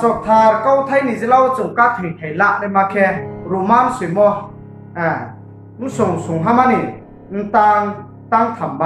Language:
Riang (India)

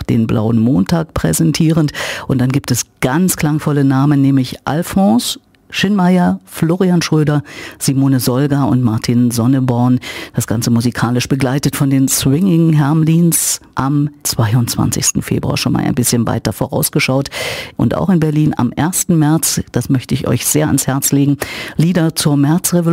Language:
German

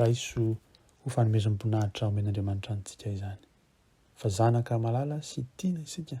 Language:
Malagasy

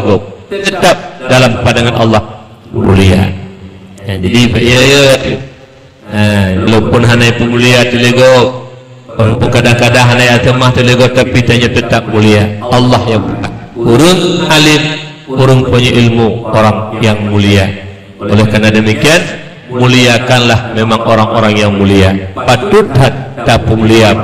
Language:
Achinese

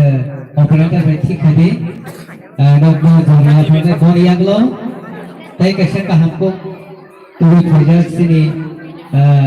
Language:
Kok Borok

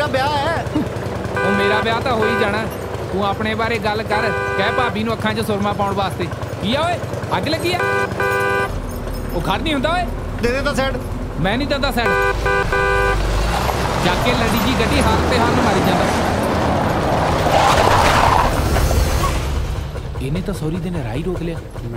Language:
Punjabi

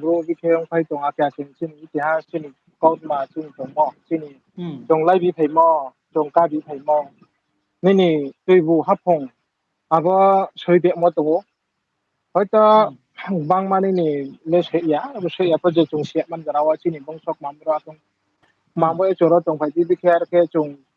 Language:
Riang (India)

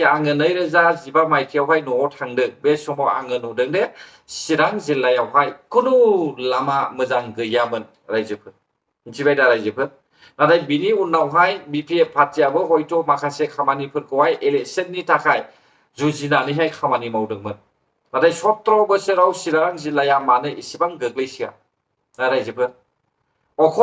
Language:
Bodo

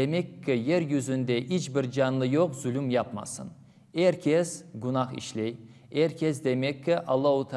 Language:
Crimean Tatar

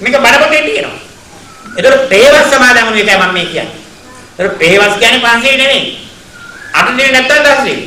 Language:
Sinhala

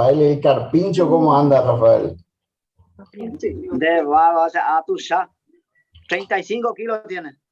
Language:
Guarani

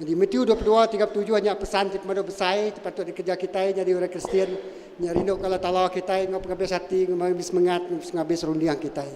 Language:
Iban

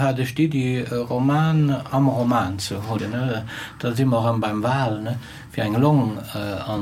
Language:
Luxembourgish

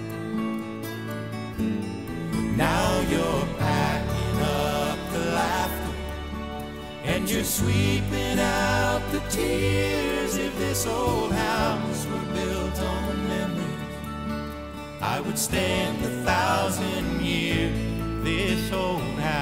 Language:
English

